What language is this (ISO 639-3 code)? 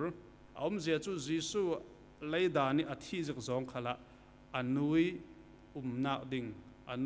cfm